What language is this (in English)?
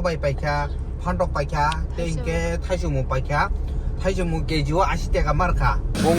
Kok Borok